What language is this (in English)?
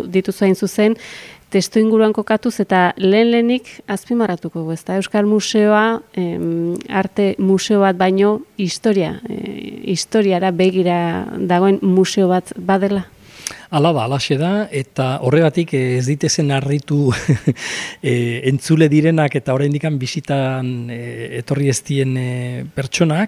Basque